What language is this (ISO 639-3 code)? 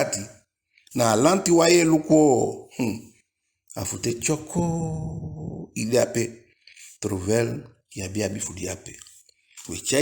djk